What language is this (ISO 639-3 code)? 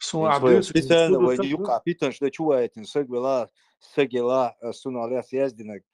che